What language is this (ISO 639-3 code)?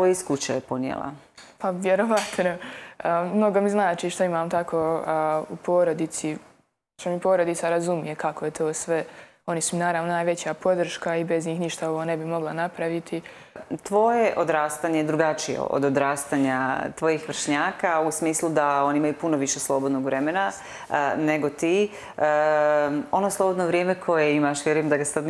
hrv